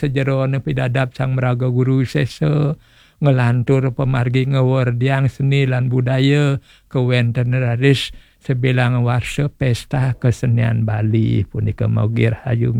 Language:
Balinese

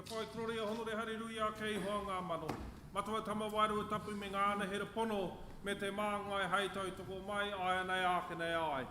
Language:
Māori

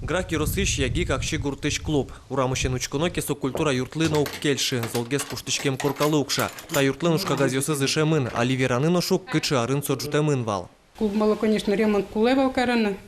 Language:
Udmurt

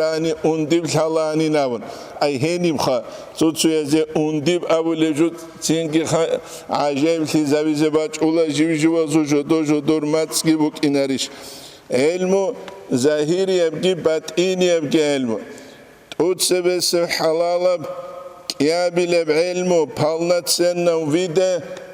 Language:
Avaric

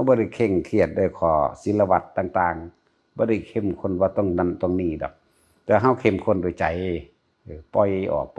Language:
Northeastern Thai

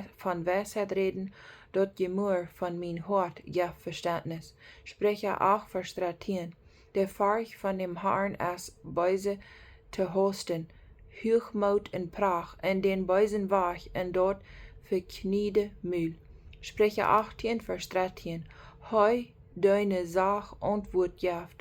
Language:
Plautdietsch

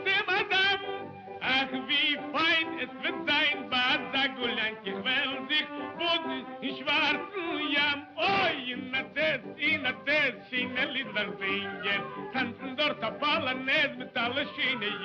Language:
Yiddish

